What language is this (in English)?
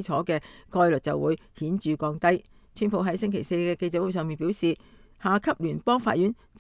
Cantonese